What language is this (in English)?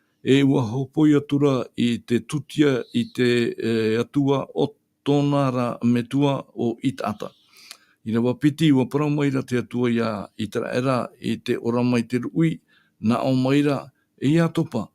Tahitian